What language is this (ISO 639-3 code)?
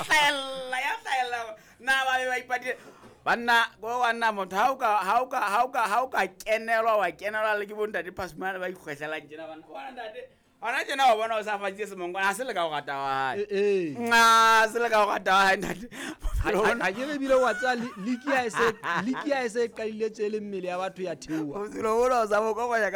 sot